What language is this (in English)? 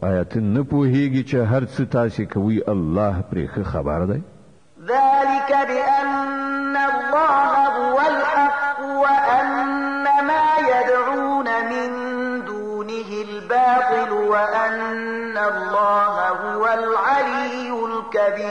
Pashto